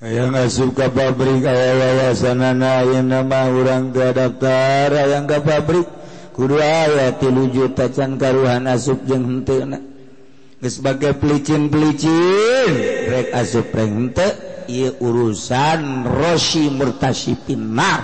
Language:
Sundanese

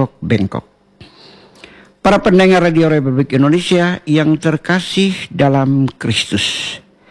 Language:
Indonesian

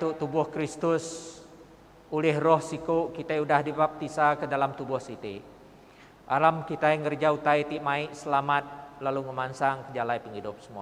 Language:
Iban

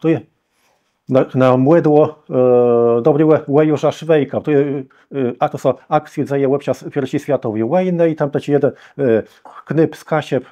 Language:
Kashubian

